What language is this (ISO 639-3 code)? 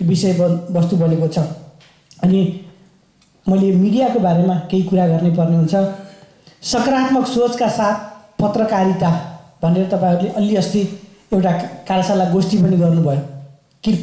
nep